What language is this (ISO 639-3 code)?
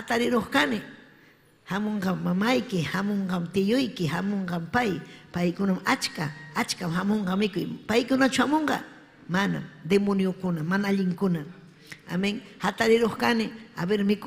quy